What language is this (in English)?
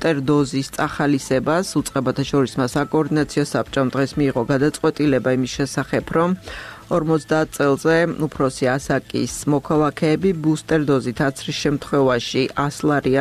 Georgian